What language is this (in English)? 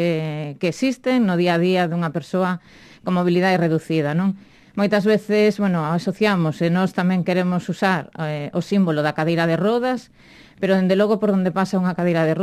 Galician